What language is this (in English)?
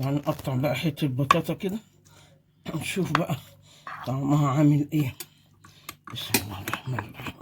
Egyptian Arabic